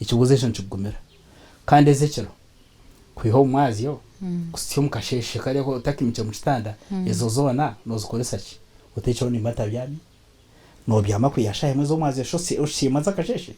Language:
Nyankole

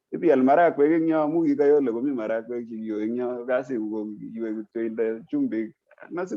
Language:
Kalenjin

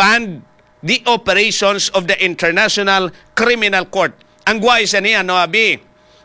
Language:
Hiligaynon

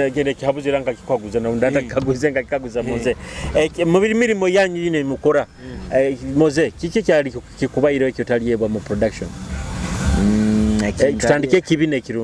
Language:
Nyoro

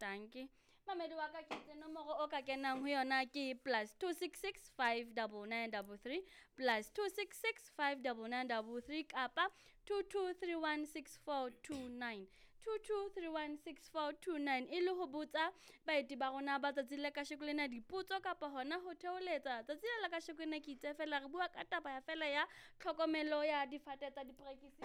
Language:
Southern Sotho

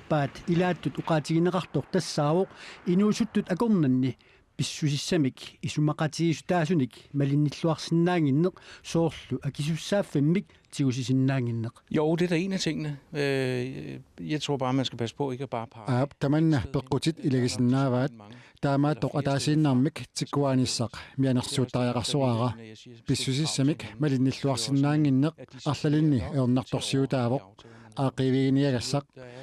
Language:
Kalaallisut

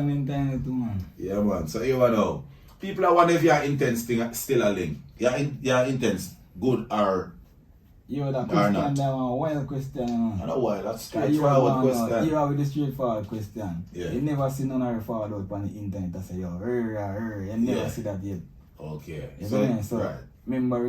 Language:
Jamaican Creole English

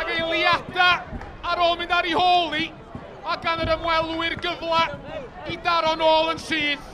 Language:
Welsh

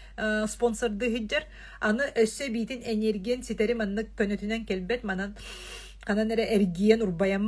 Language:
Yakut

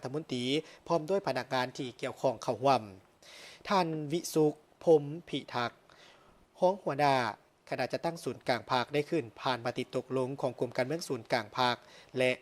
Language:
Lao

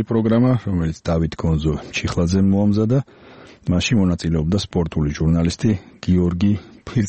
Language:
Georgian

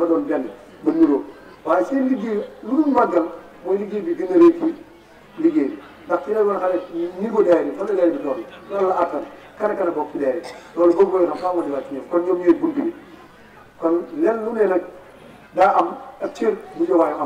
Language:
Wolof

